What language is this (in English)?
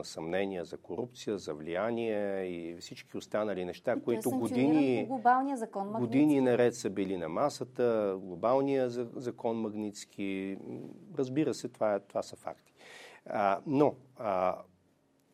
Bulgarian